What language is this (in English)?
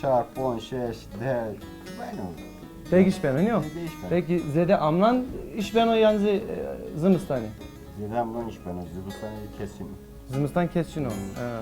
Zaza